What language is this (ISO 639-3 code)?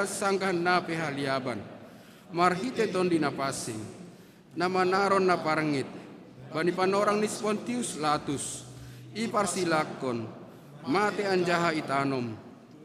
bts